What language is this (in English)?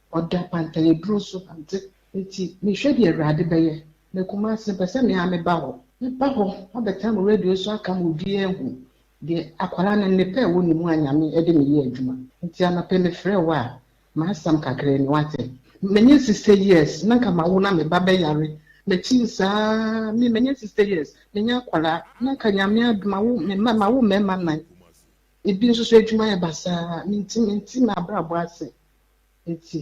Akan